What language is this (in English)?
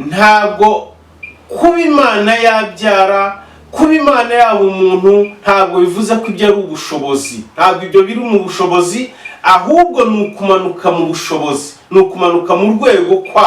Kinyarwanda